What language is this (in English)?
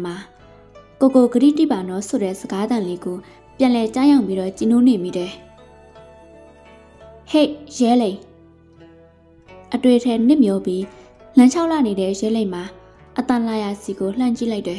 Burmese